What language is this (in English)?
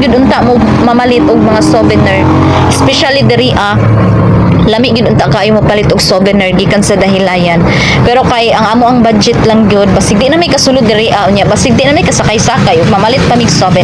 Cebuano